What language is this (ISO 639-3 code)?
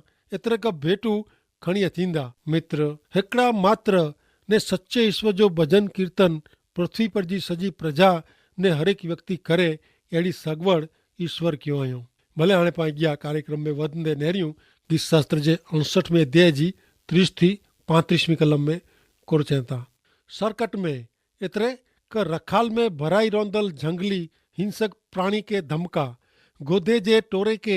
kfr